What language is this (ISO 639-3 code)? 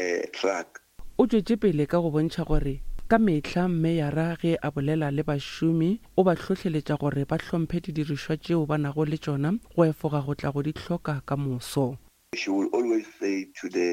nso